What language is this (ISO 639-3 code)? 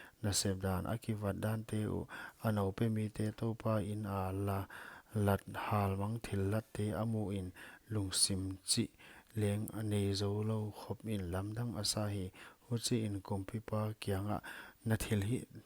pck